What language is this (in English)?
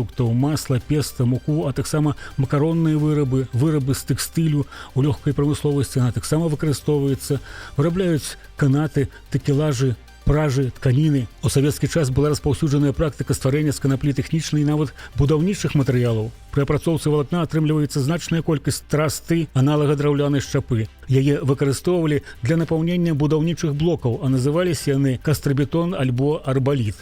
Belarusian